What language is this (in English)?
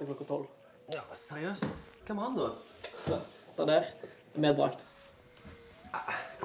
Norwegian